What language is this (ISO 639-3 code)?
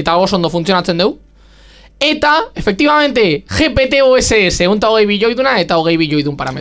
eus